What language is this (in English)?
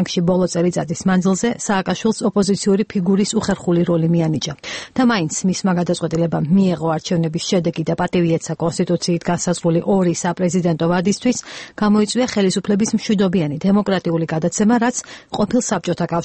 Georgian